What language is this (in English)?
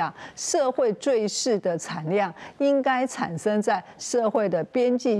Chinese